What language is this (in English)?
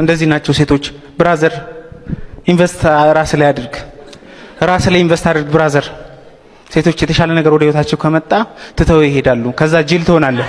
Amharic